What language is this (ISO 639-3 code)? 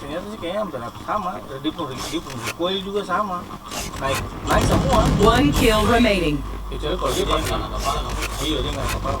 abs